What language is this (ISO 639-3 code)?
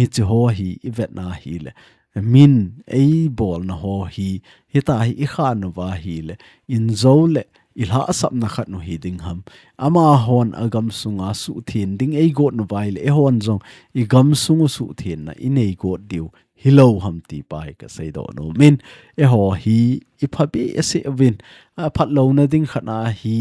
tcz